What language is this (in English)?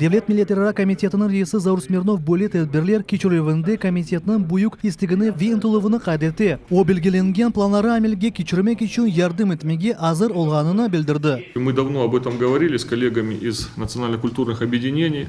Crimean Tatar